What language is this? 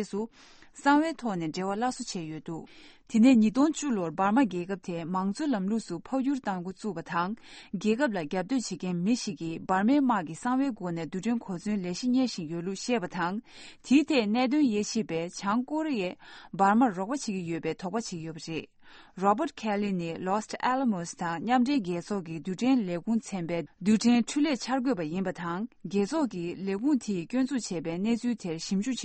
Tibetan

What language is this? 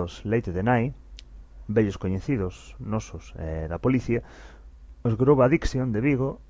Galician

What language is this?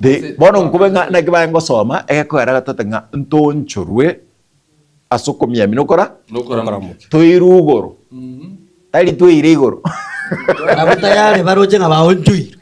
Gusii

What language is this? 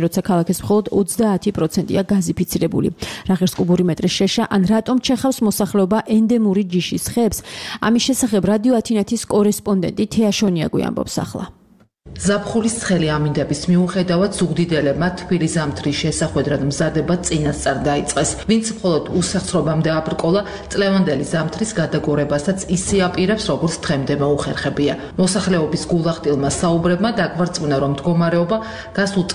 Georgian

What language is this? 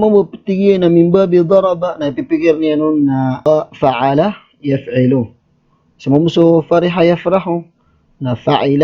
Maranao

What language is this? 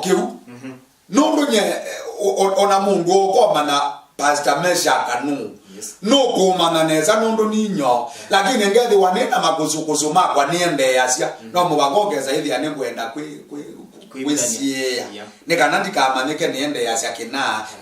Kamba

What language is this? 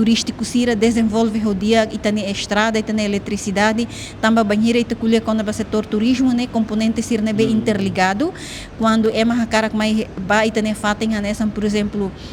Tetum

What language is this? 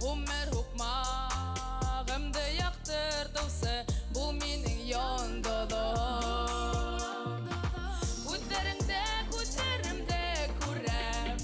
Bashkir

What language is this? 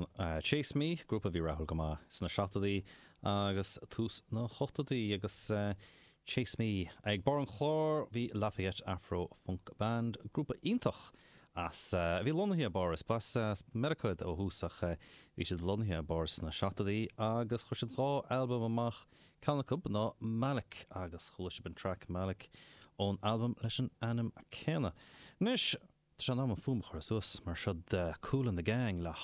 Irish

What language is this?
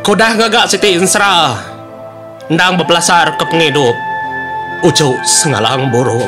Iban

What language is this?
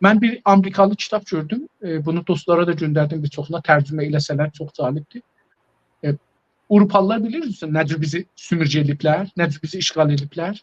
South Azerbaijani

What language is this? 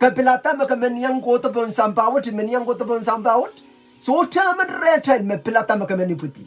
Pohnpeian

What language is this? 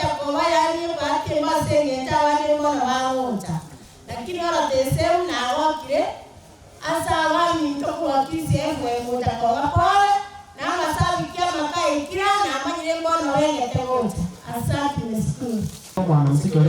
Gusii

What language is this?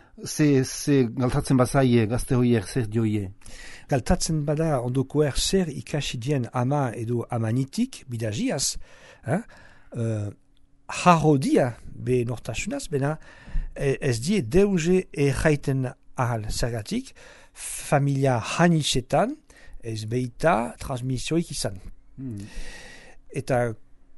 Basque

